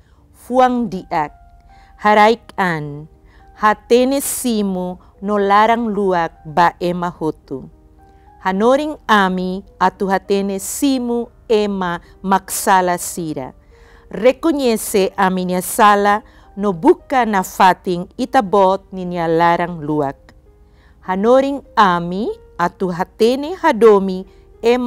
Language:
Tetum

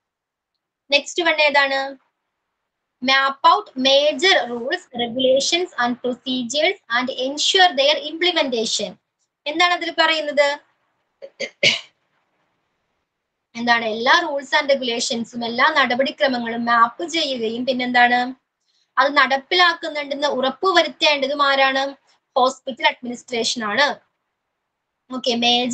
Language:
Malayalam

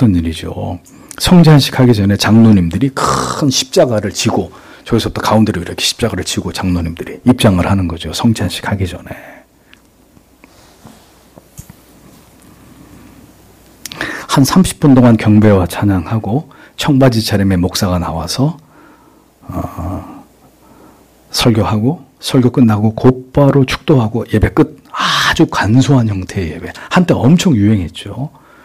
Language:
Korean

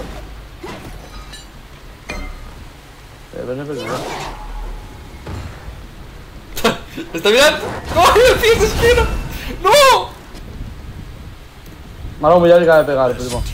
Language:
Catalan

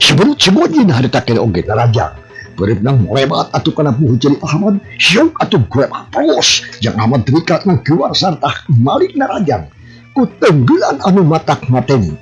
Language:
Sundanese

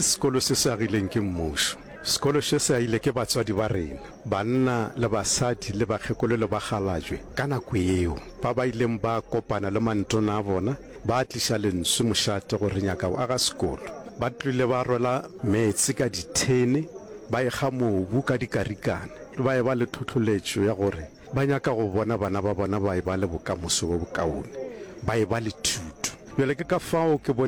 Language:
Northern Sotho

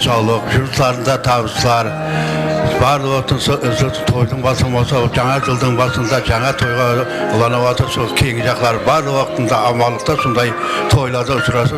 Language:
Kara-Kalpak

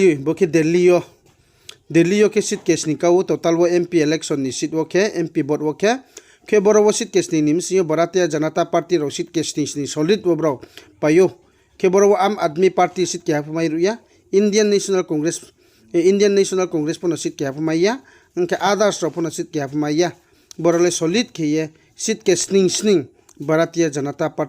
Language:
Riang (India)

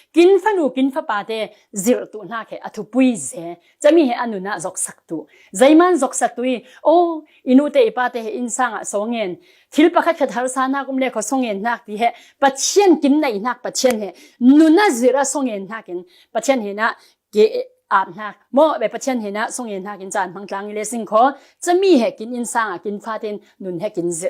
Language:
Falam Chin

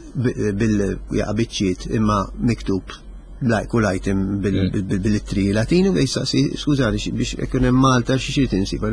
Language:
Maltese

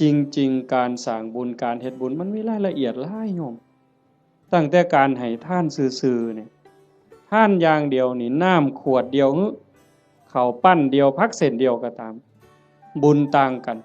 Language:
Northeastern Thai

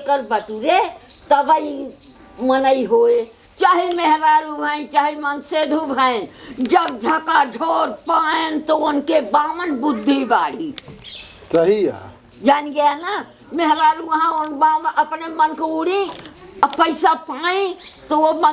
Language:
Awadhi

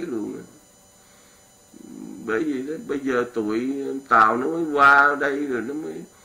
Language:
Vietnamese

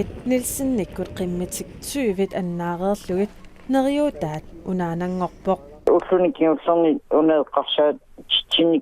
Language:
Kalaallisut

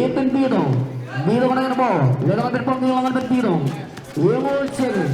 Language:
Marshallese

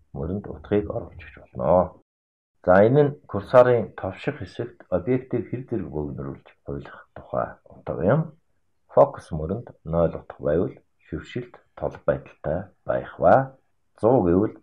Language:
Mongolian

